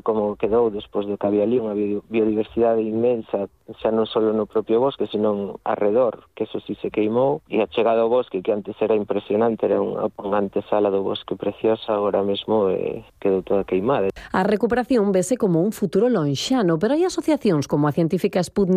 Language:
Galician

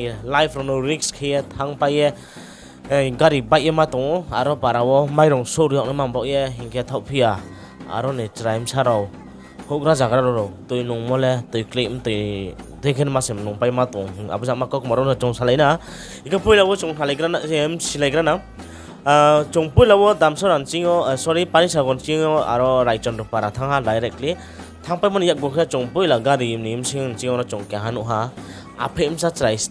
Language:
Riang (India)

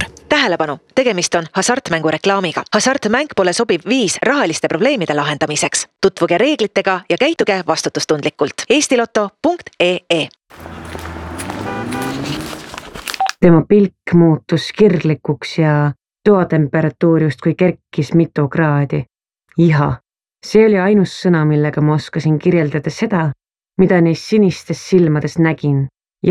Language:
Estonian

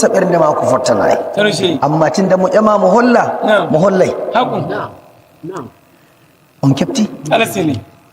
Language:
Nigerian Fulfulde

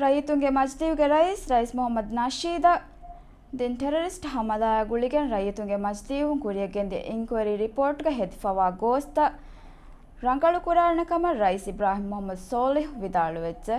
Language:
Divehi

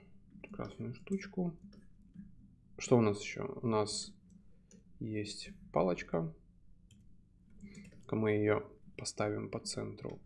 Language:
Russian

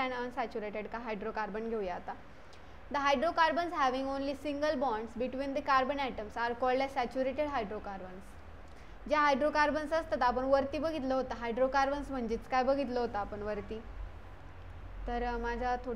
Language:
Marathi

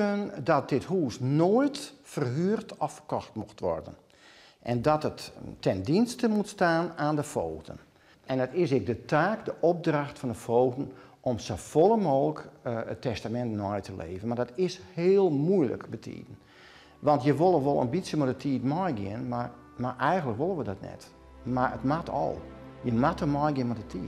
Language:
Western Frisian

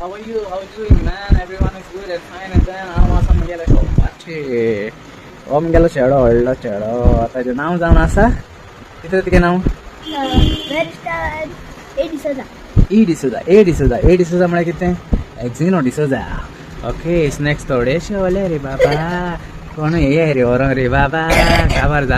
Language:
Konkani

